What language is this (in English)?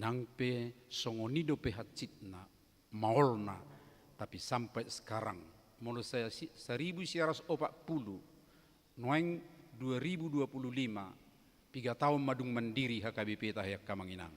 Batak Toba